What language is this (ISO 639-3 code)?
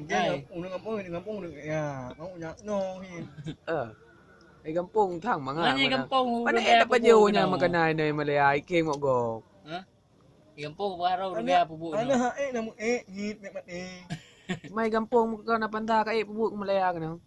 ace